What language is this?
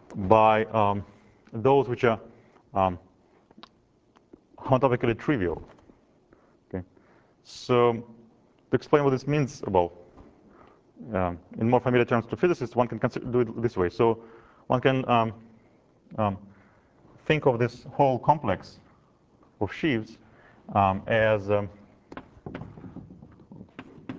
English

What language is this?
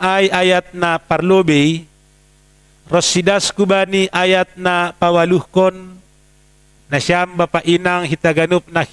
Batak Simalungun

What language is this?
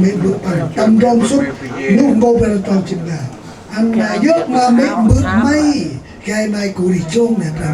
Central Mnong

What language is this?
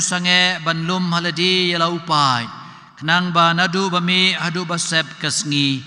Khasi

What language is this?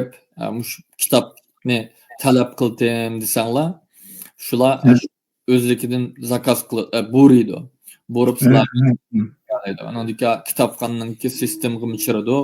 Uyghur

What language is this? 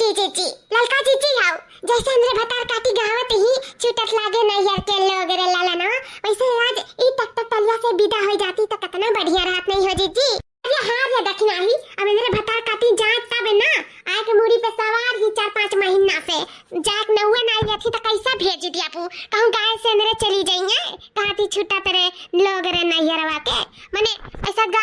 Awadhi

